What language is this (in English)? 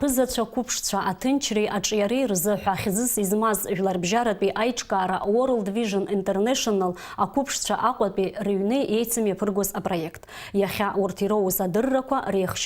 Abkhazian